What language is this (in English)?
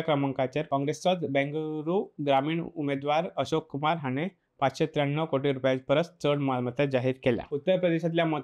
Konkani